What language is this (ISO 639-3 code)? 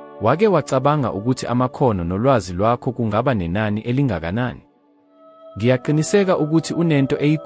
zul